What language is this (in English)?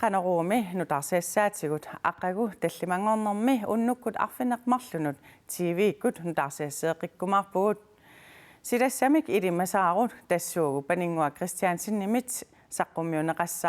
Kalaallisut